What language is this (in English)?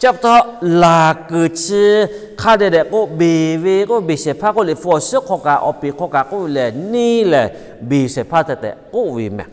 Lahu